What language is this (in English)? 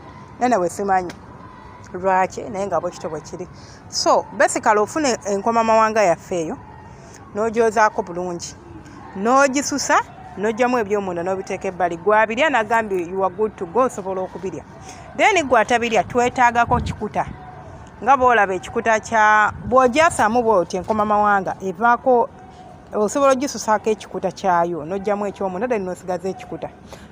Ganda